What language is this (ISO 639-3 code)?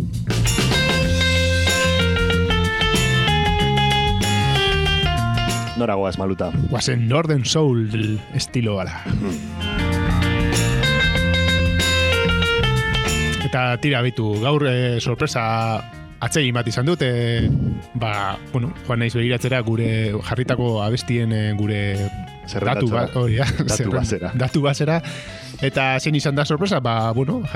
eus